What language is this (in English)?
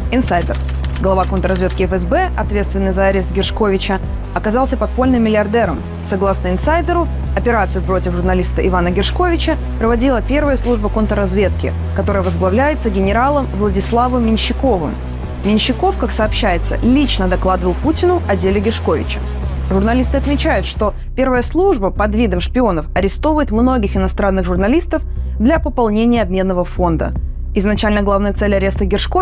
Russian